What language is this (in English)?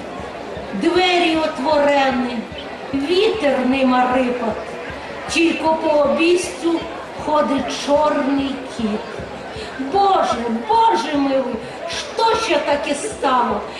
Rusyn